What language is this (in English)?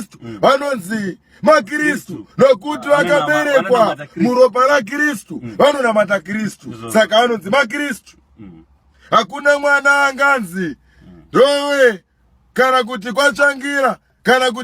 Shona